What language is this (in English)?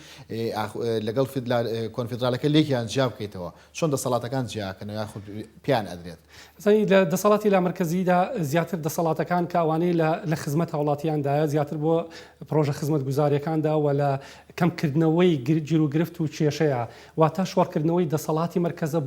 Central Kurdish